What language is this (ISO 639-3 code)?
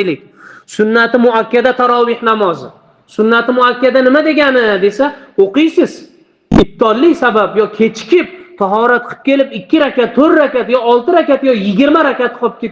uzb